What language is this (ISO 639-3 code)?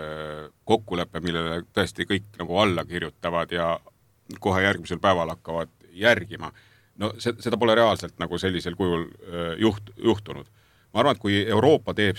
est